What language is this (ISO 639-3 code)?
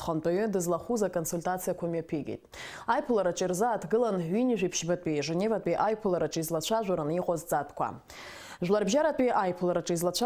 abk